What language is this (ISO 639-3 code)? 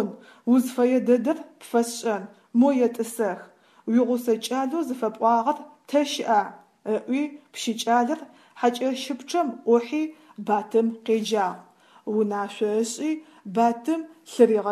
ady